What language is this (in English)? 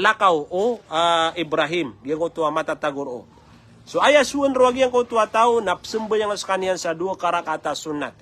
Maranao